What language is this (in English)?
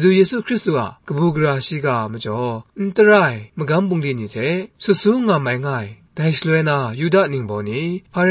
Kachin